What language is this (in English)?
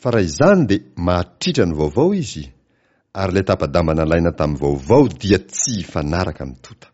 Malagasy